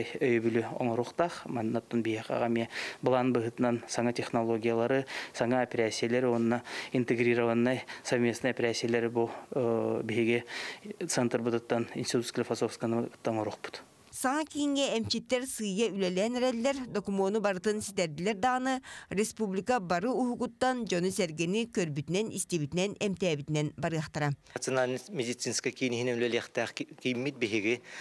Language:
Yakut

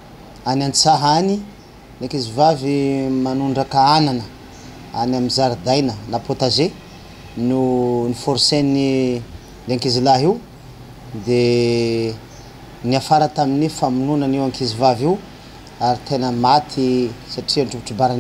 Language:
Malagasy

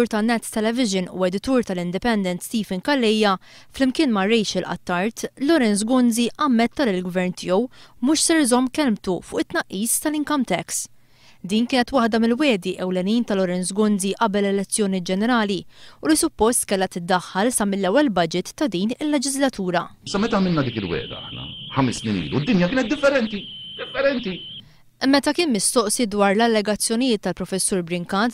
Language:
Maltese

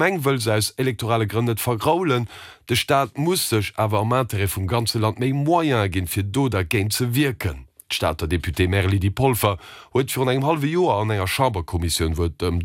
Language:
Luxembourgish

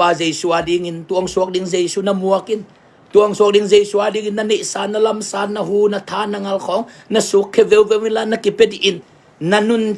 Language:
Tedim Chin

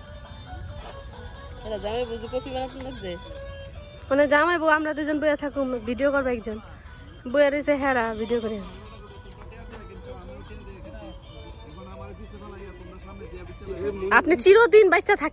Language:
Bangla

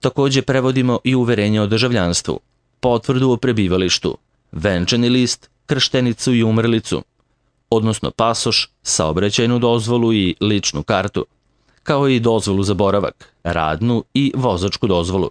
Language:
Serbian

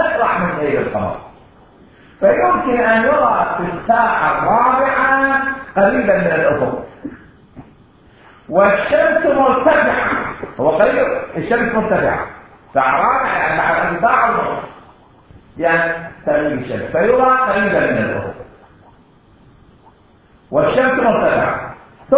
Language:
Arabic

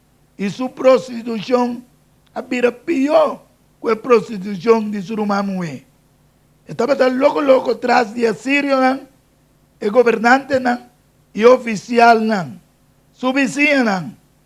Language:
Papiamento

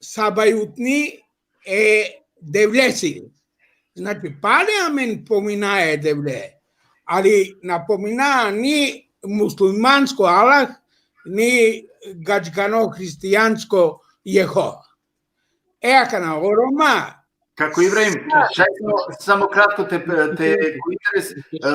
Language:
Balkan Romani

